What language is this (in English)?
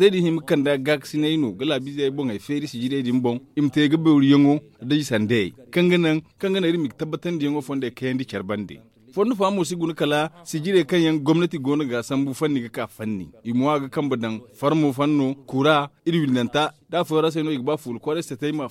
Zarma